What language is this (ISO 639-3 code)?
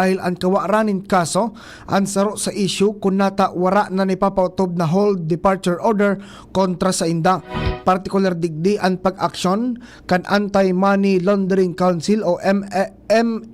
bik